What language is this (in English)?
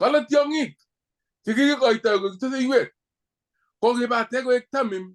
Kalenjin